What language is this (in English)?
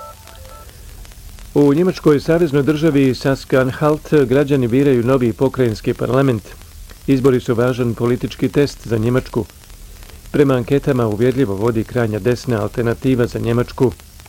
Bosnian